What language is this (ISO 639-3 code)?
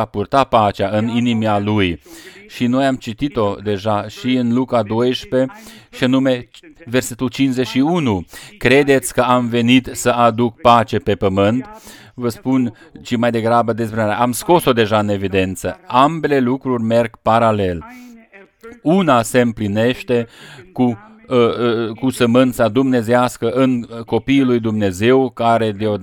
ron